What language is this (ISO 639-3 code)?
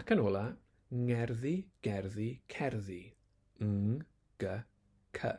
cym